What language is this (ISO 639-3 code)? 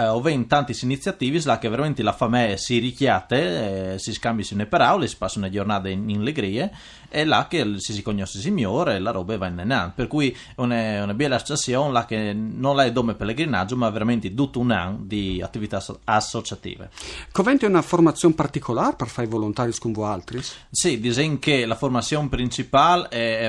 fur